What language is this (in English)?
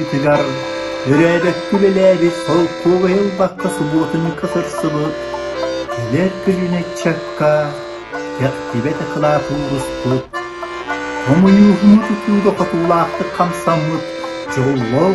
Yakut